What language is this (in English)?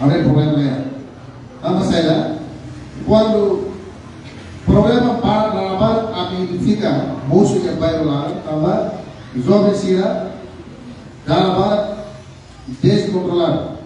Tetum